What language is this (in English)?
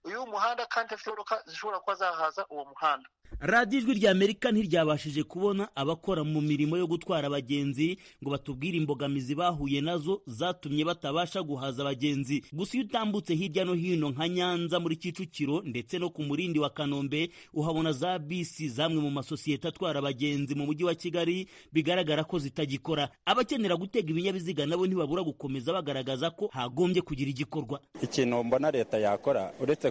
Kinyarwanda